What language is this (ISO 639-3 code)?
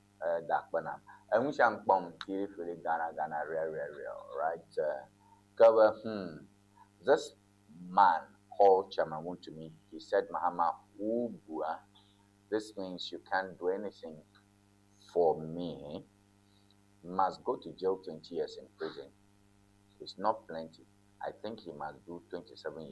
ewe